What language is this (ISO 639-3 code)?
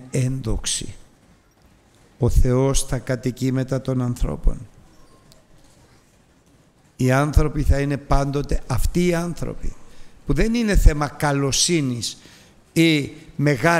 ell